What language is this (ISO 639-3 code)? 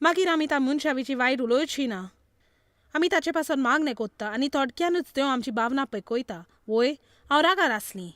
kok